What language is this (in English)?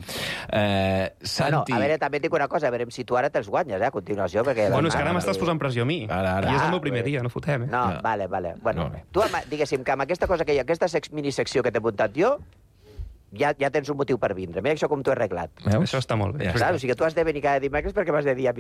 Catalan